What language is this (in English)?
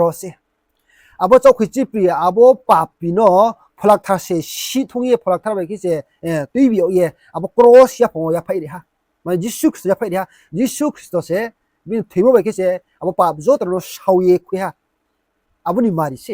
Riang (India)